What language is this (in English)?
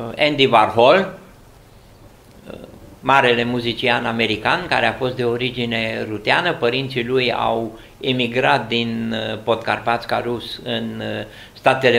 Romanian